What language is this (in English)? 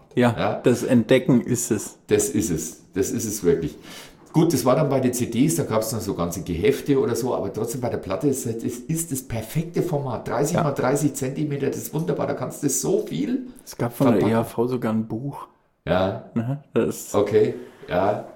German